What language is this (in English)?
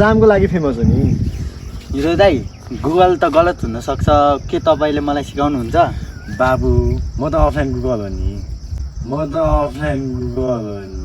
Nepali